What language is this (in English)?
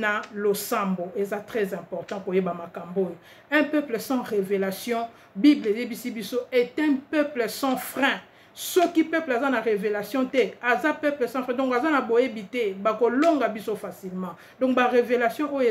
Lingala